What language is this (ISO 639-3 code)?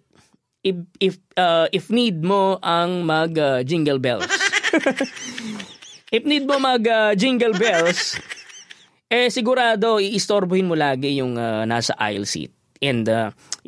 fil